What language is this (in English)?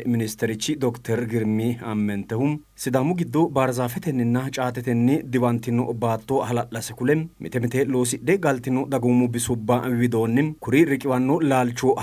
Sidamo